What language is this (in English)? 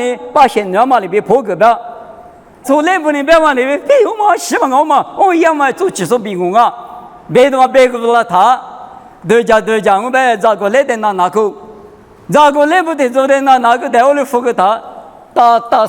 Lisu